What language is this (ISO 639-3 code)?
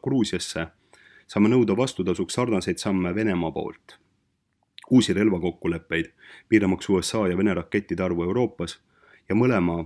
est